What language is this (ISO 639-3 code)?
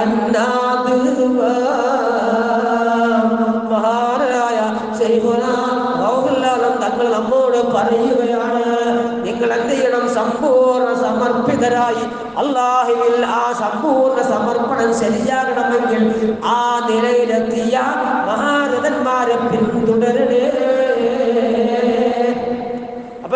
mal